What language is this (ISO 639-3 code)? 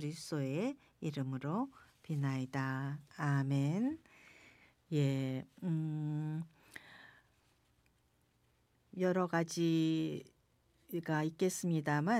kor